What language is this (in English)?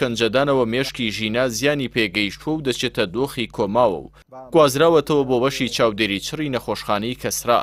Central Kurdish